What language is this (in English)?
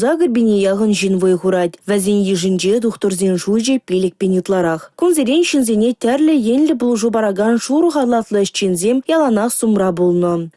Chuvash